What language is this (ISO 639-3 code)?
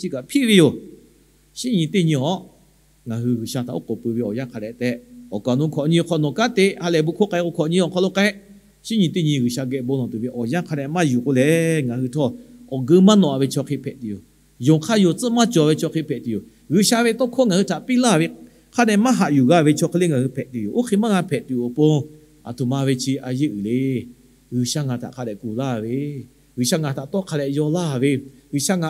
lhu